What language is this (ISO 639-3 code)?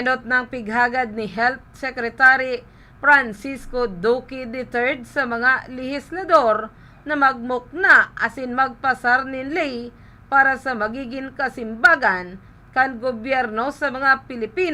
bik